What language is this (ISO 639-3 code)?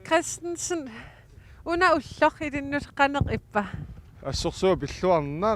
kal